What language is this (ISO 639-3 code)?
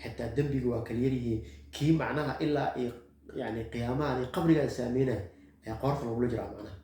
som